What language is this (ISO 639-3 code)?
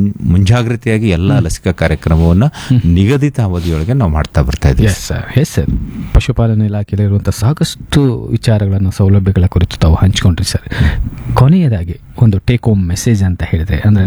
kan